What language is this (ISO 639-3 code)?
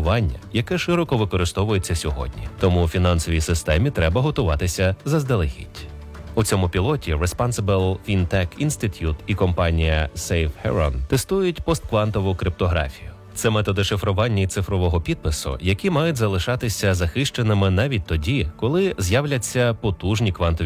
ukr